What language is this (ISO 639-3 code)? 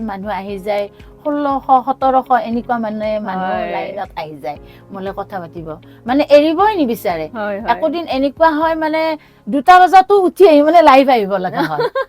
asm